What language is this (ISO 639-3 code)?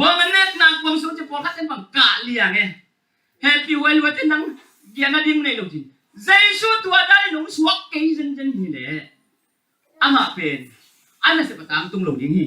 ctd